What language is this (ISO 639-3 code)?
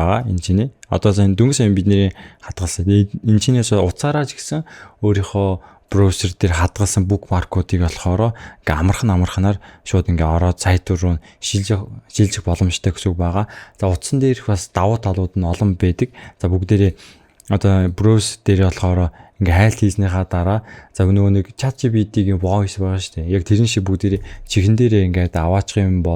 mon